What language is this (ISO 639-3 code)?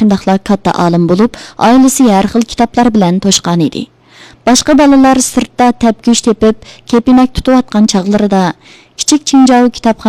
uig